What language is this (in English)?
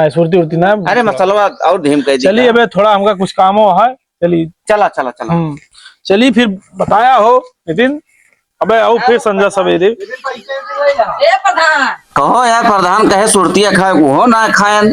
Awadhi